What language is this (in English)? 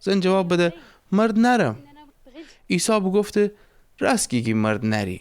Gilaki